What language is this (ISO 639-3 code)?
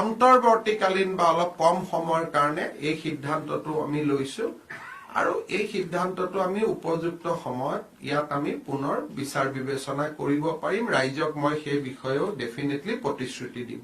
asm